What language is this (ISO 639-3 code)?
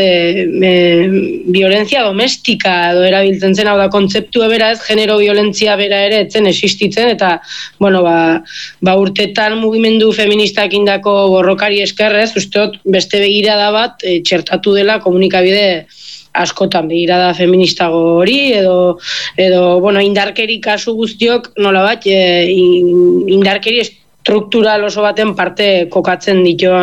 eus